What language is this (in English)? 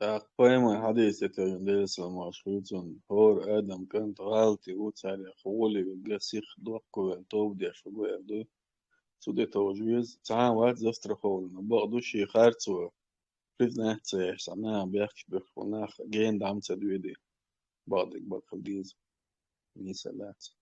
Chechen